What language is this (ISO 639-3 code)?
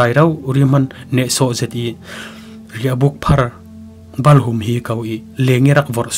cfm